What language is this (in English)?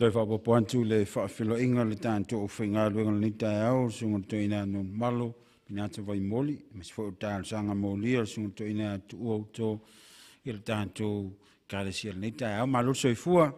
Samoan